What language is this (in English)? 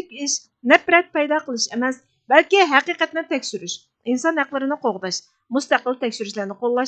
Uyghur